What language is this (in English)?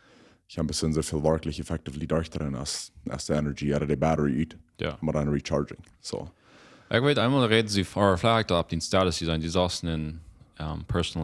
Plautdietsch